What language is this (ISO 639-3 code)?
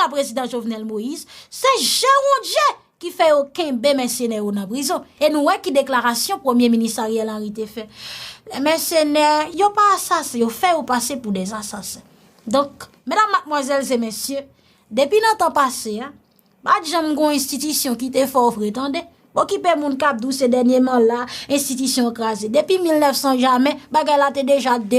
hat